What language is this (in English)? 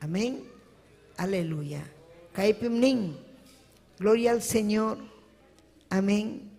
Ayacucho Quechua